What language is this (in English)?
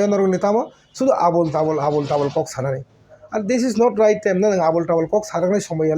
Kok Borok